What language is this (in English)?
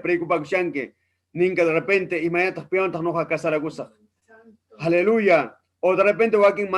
Ayacucho Quechua